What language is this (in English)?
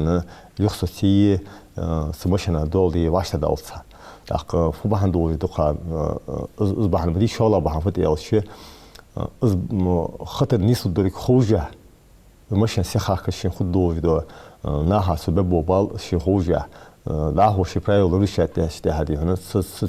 Ingush